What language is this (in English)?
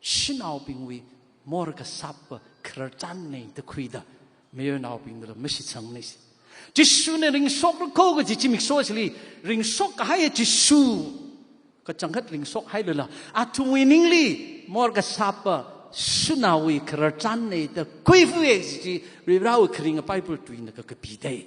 Tangkhul Naga (India)